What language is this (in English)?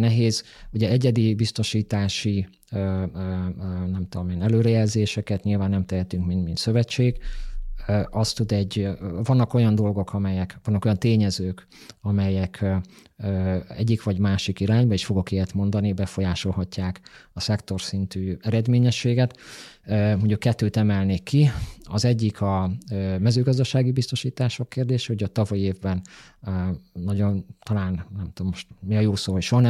Hungarian